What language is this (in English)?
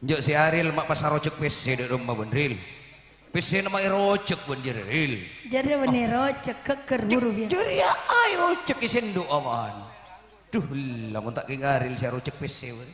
Madurese